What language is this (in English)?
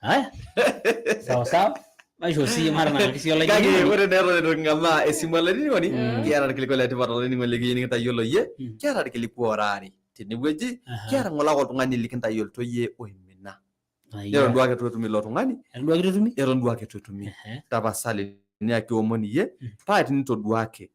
Masai